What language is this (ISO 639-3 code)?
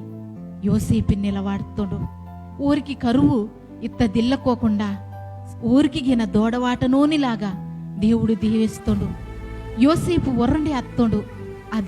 kff